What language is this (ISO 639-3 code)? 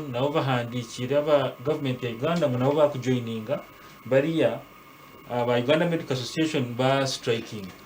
nyn